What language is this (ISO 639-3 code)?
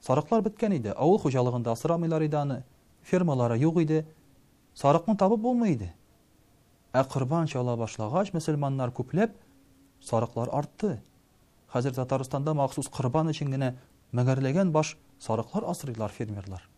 tat